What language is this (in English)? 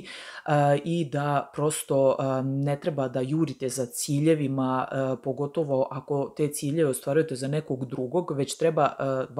Serbian